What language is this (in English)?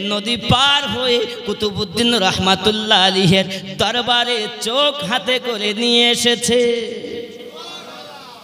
Bangla